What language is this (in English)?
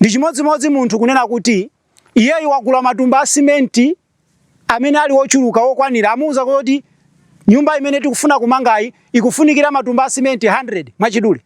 Nyanja